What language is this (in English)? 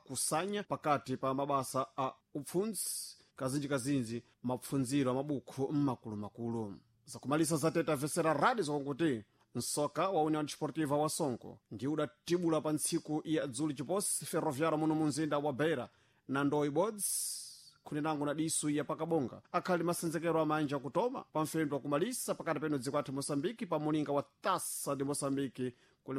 Sena